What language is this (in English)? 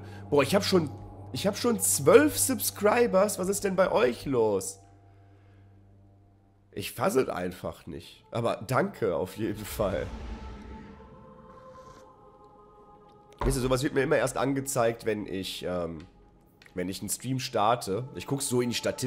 German